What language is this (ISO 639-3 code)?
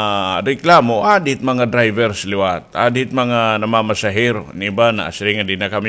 war